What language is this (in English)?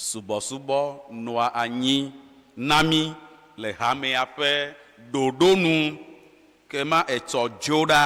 Ewe